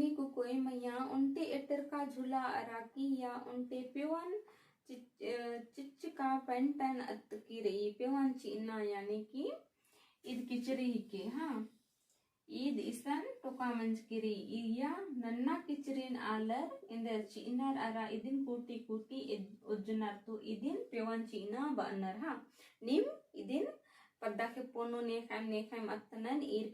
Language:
Kurukh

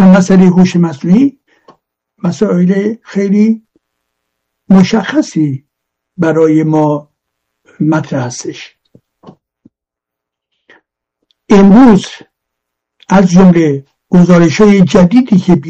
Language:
Persian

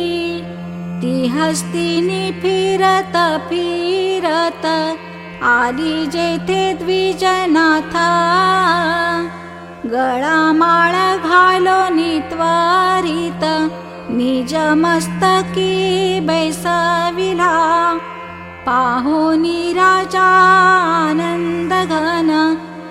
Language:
Marathi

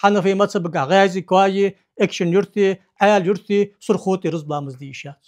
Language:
Ingush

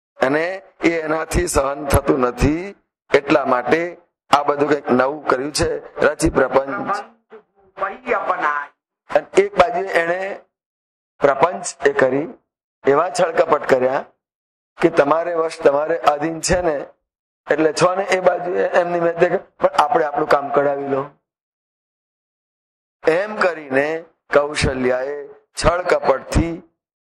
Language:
Gujarati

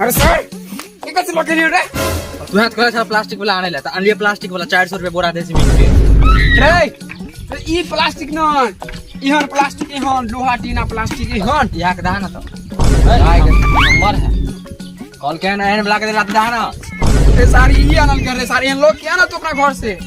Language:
Maithili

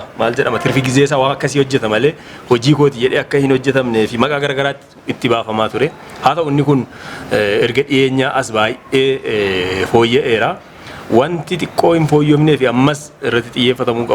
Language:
Oromo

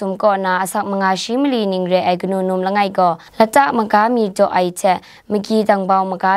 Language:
Kachin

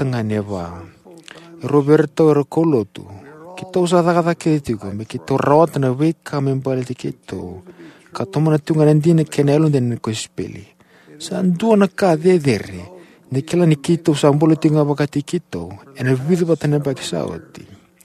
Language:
Fijian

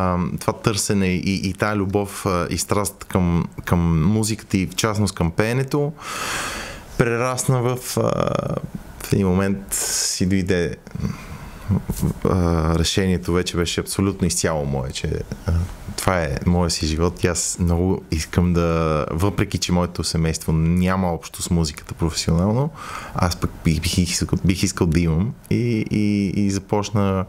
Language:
Bulgarian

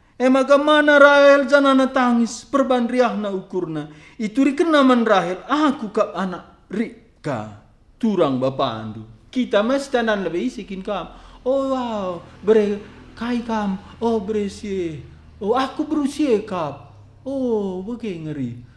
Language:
Batak Karo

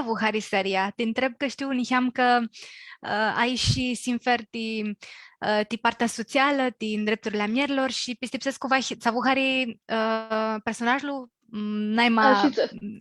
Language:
Aromanian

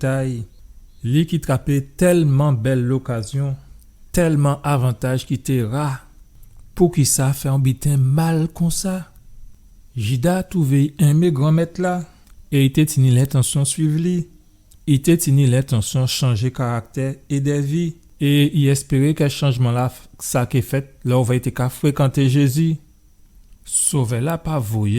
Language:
Guadeloupean Creole French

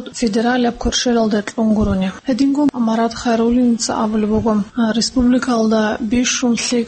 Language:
Avaric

